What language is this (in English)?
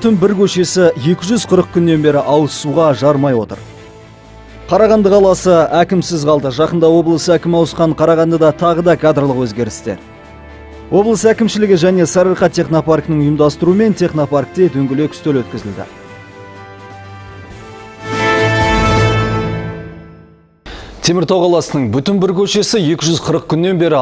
Kazakh